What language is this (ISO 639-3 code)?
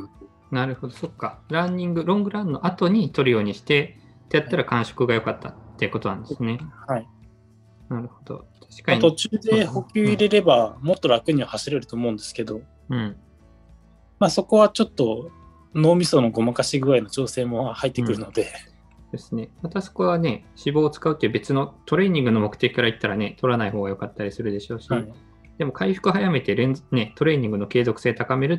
jpn